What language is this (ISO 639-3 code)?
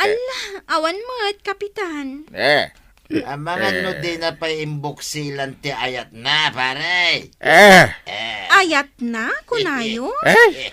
ilo